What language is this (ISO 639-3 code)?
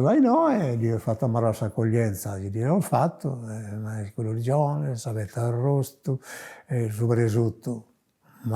srd